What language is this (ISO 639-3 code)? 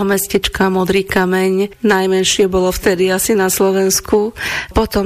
slk